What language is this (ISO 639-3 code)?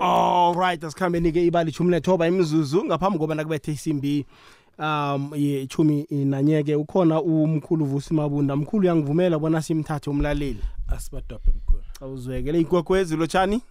nbl